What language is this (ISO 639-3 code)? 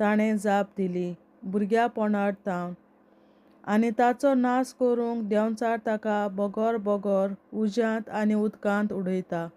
kok